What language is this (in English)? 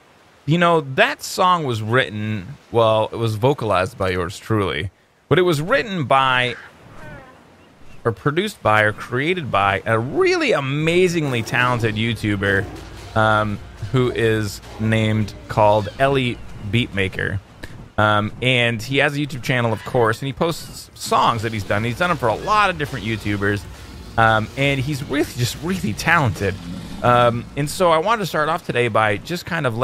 English